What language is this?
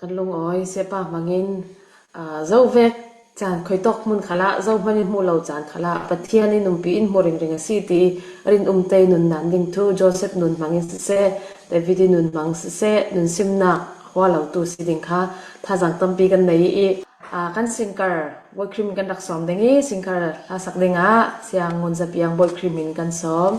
Falam Chin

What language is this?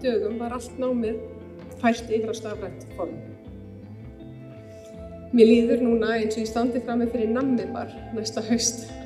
Icelandic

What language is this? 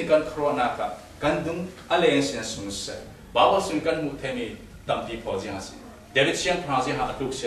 Falam Chin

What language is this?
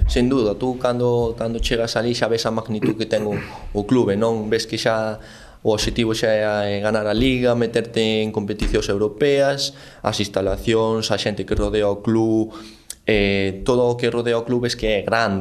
Galician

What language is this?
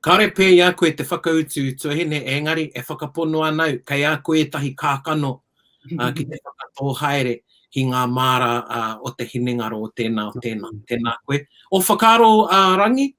Māori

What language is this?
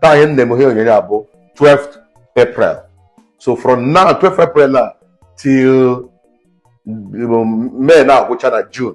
Igbo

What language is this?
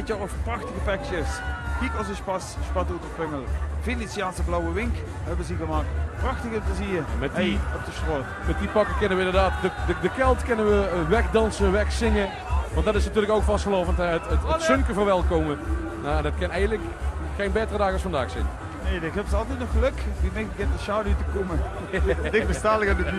Limburgish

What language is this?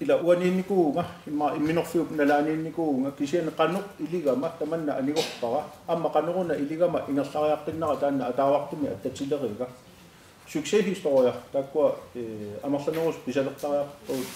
Kalaallisut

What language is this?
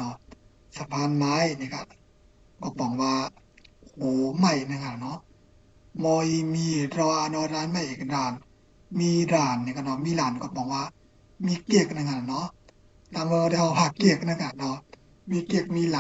Shan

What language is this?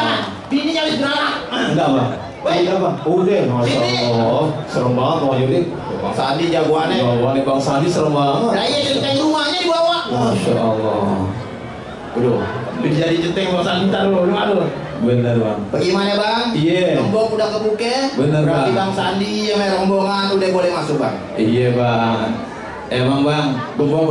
Betawi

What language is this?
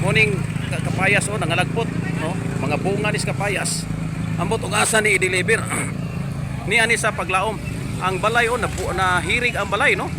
Cebuano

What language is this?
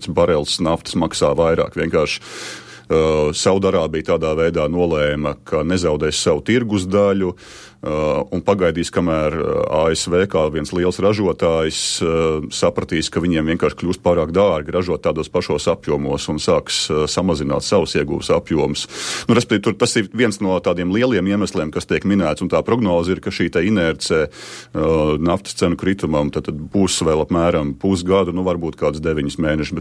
Latvian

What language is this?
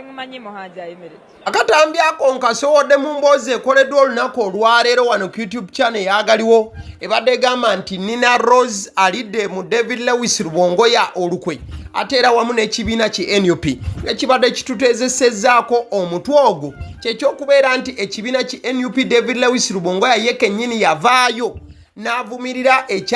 Ganda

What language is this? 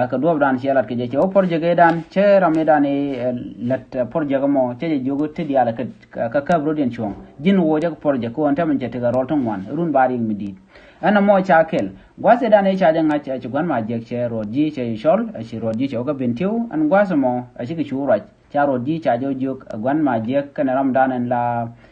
Nuer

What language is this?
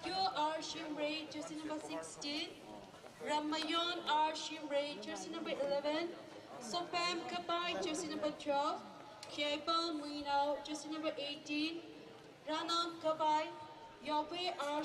Tangkhul Naga (India)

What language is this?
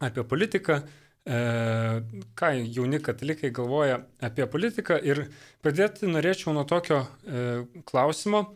Lithuanian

